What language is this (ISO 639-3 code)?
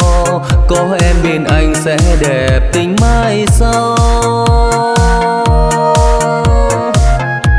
vie